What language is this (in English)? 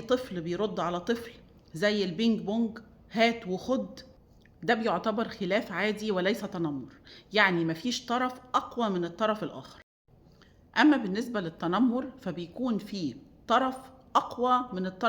Egyptian Arabic